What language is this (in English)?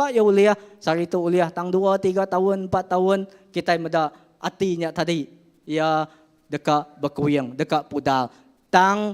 Iban